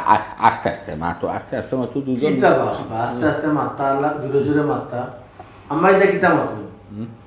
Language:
Sylheti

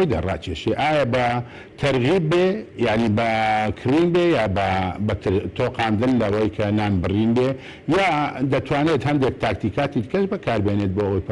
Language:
Central Kurdish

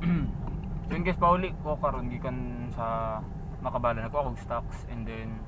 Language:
Cebuano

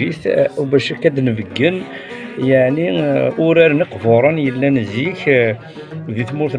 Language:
Kabyle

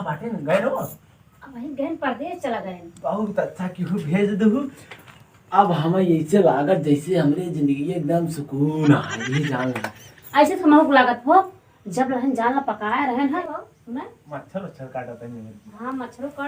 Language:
Awadhi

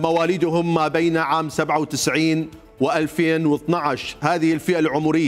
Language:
Mesopotamian Arabic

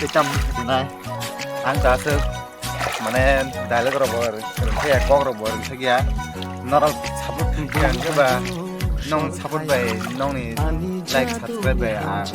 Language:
Kok Borok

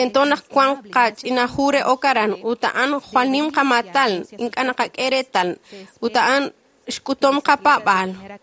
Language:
Kekchí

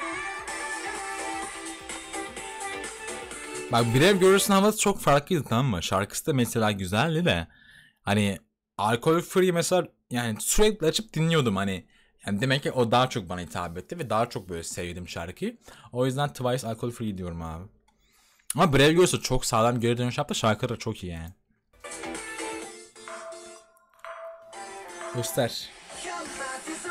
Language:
Turkish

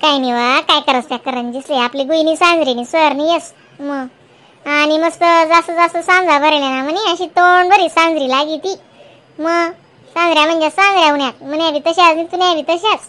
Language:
Khandesi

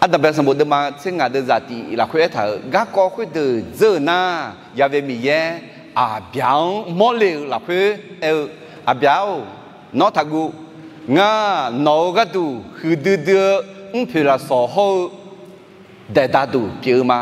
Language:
Akha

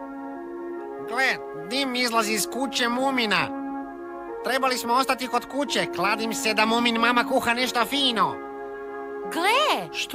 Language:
Croatian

